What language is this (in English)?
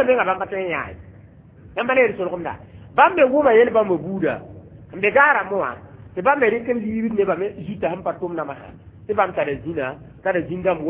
Mossi